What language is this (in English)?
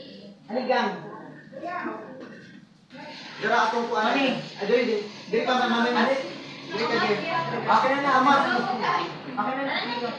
Filipino